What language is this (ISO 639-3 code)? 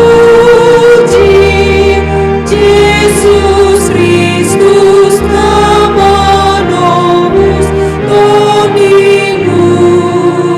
bbc